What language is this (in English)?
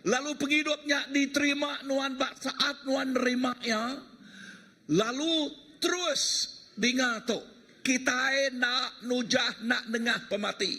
Iban